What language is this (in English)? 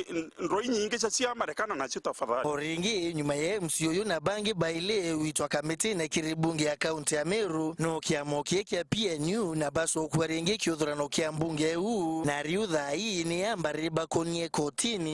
Meru